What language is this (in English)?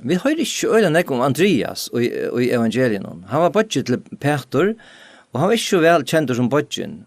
Faroese